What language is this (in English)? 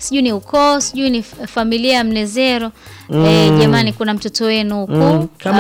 Swahili